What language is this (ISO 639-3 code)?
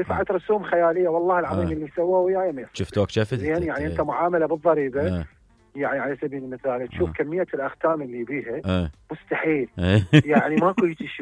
acm